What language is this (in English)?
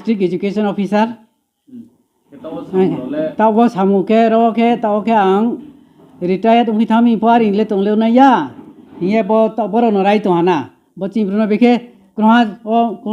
Riang (India)